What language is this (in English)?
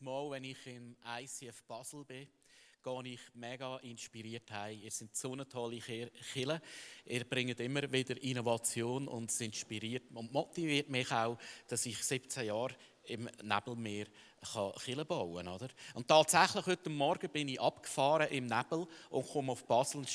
Swiss German